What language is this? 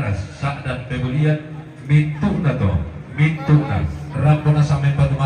Toraja-Sa'dan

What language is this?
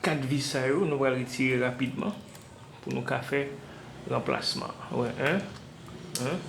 Haitian Creole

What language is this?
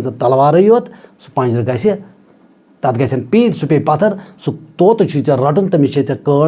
Kashmiri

